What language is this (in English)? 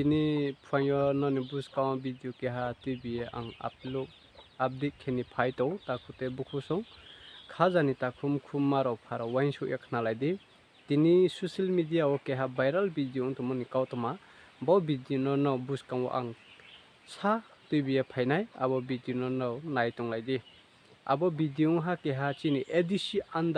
Riang (India)